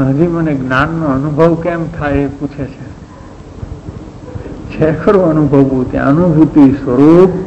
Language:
Gujarati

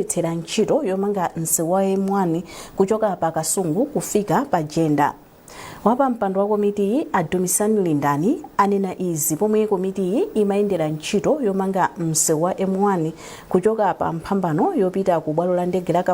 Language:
Nyanja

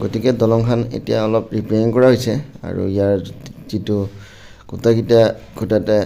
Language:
Assamese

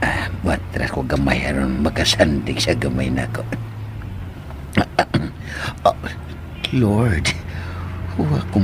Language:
Cebuano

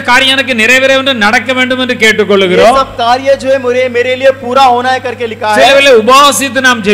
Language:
Tamil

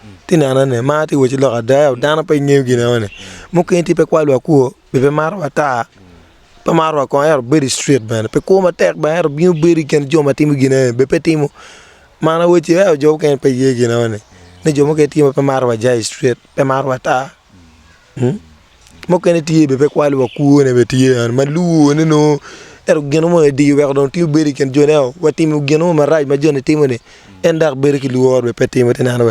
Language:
Acoli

